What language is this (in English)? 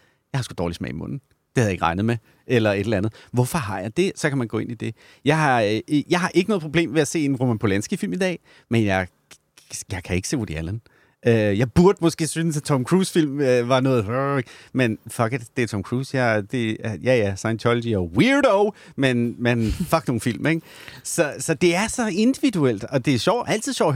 Danish